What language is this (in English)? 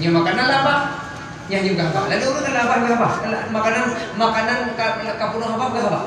Achinese